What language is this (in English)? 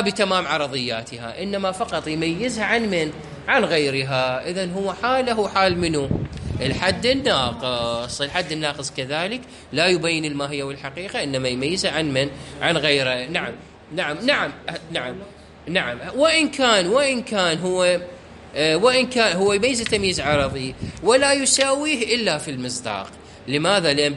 Mesopotamian Arabic